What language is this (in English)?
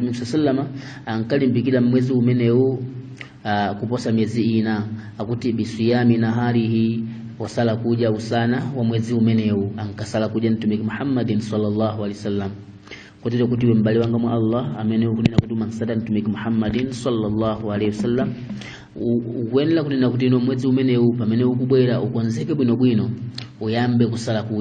Nyanja